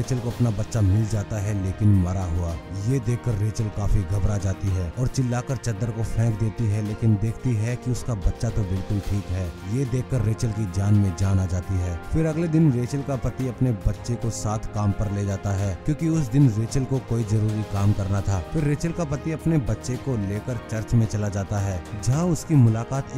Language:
Hindi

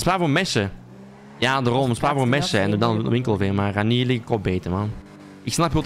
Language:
Dutch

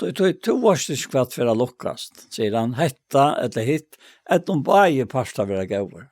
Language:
Faroese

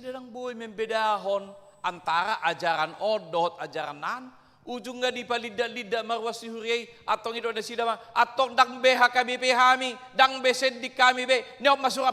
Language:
Batak Toba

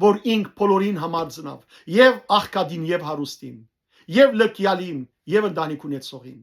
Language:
Western Armenian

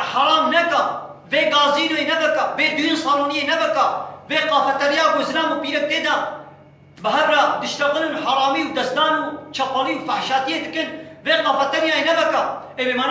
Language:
Kurdish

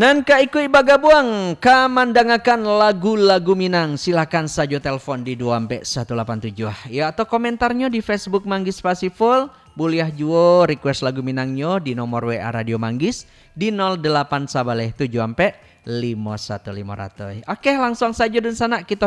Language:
Minangkabau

